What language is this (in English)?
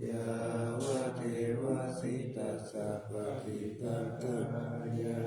Pali